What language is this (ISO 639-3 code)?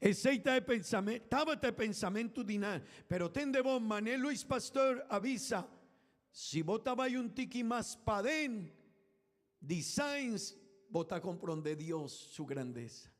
pap